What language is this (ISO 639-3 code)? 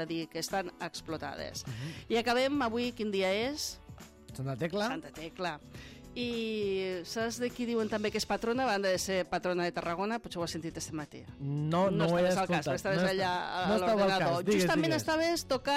cat